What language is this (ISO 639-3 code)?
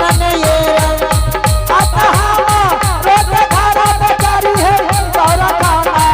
anp